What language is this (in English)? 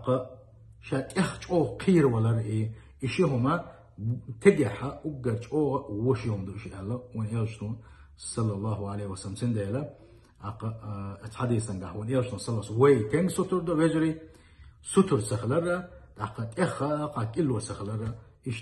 Chechen